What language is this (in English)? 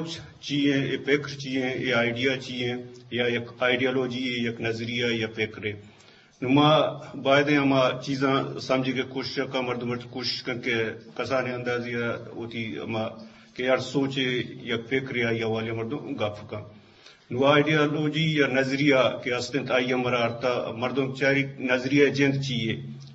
Eastern Balochi